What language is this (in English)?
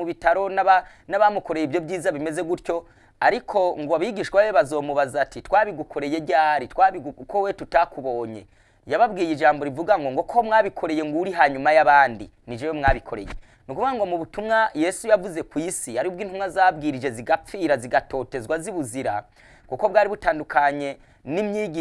Rundi